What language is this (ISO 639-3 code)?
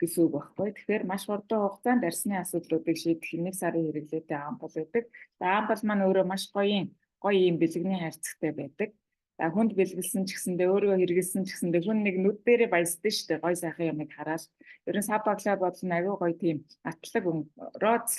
mon